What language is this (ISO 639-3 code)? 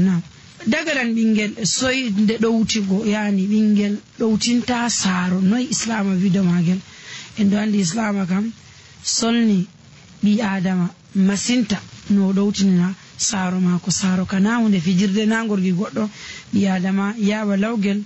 fuv